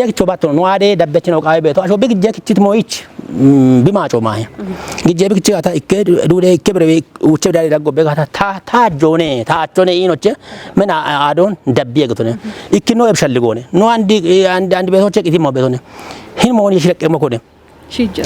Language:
Kafa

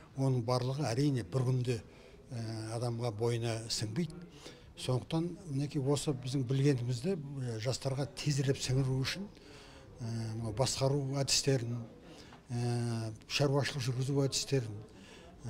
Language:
Kazakh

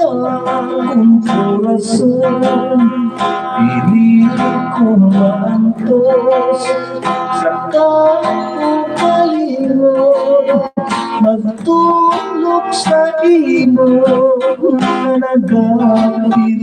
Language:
Hiligaynon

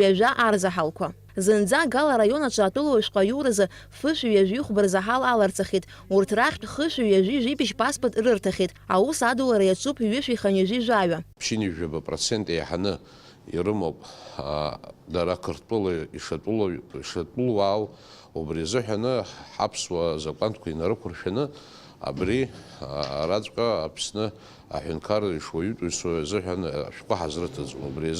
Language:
Abkhazian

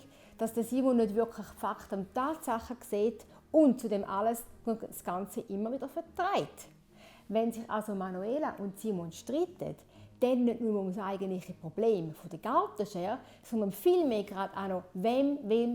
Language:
Swiss German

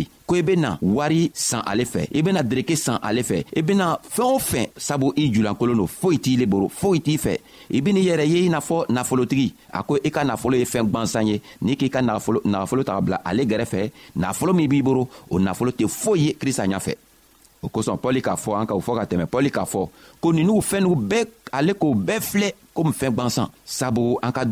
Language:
Bambara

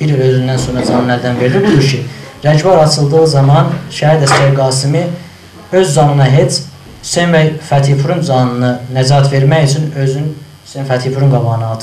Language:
South Azerbaijani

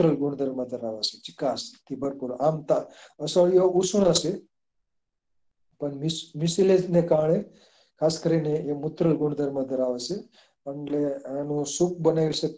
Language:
Gujarati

